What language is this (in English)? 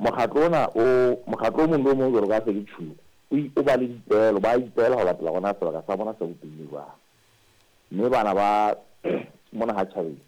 Southern Sotho